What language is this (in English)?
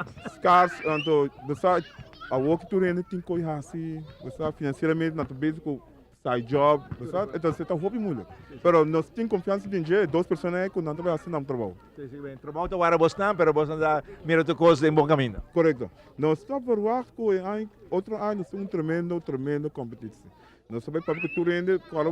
Papiamento